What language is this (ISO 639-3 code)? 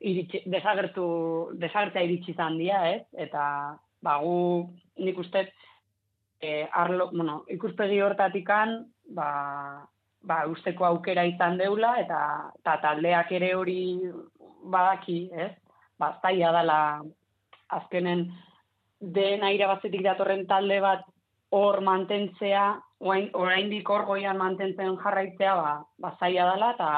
eus